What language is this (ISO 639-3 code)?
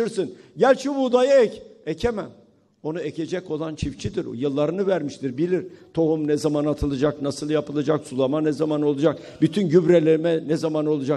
tur